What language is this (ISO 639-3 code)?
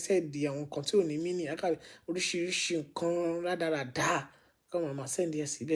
yor